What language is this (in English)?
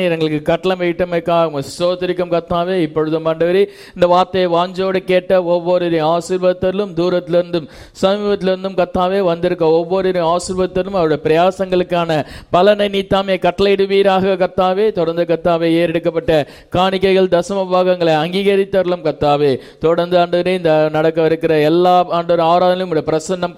Tamil